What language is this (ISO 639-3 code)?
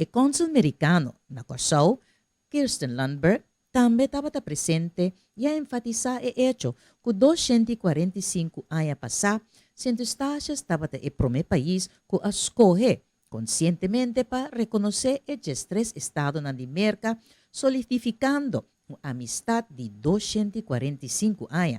pap